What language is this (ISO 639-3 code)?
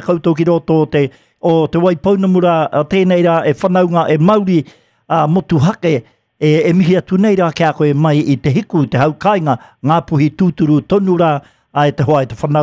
mri